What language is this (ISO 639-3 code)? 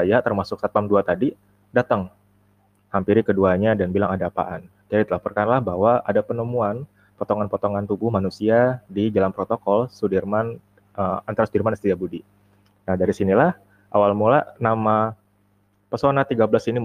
ind